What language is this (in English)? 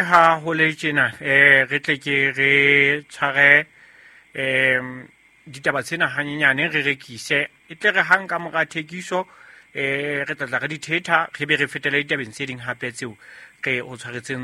Southern Sotho